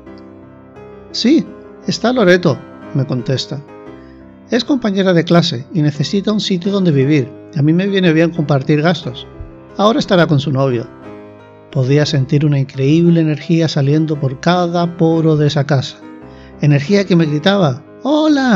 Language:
Spanish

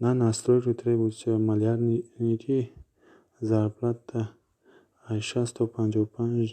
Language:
Tajik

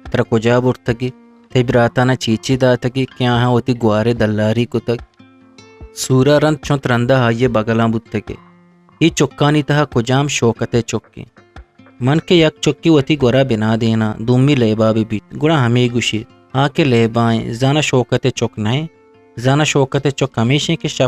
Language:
Eastern Balochi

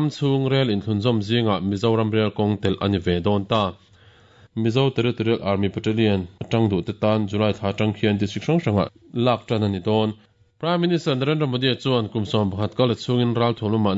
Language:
Mizo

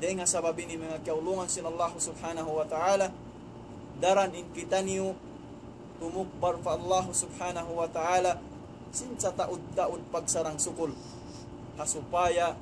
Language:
Tausug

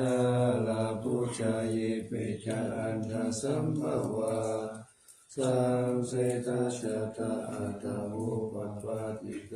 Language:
Pali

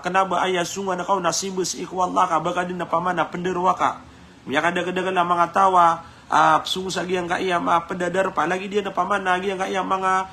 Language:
Maranao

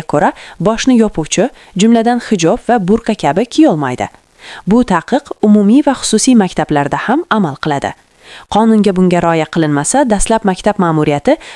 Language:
Uzbek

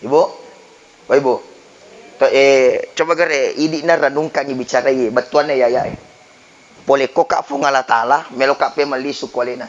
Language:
Buginese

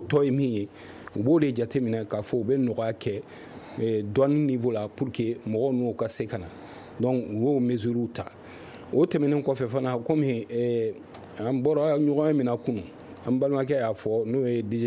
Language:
Bambara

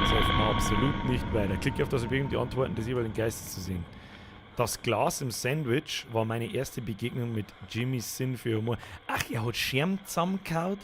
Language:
Bavarian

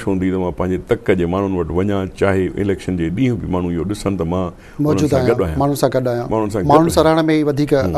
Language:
Sindhi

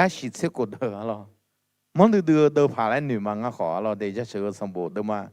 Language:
Akha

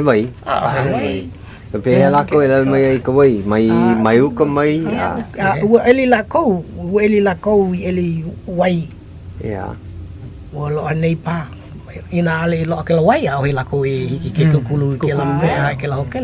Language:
Hawaiian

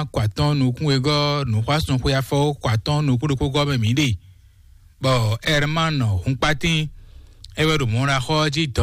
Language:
Fon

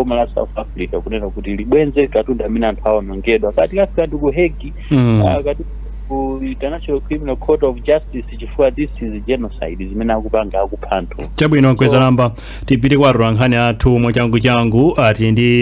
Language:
Nyanja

